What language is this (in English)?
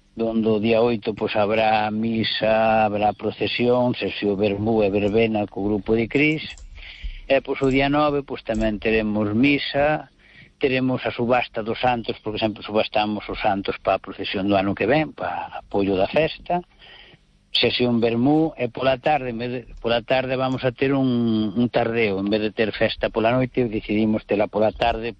Galician